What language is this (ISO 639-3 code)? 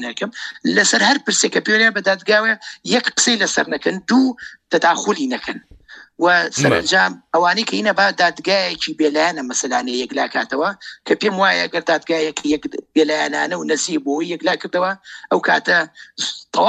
ckb